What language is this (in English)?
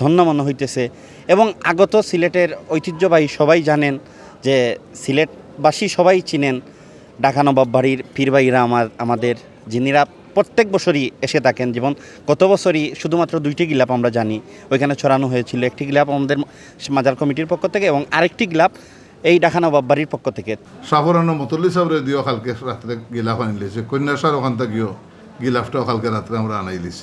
Sylheti